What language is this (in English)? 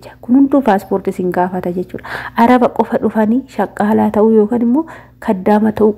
Oromo